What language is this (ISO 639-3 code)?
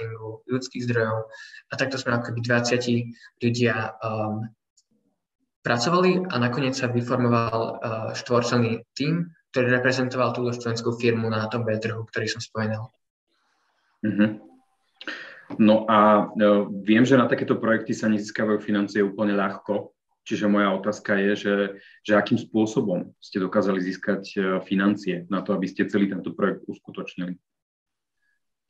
slk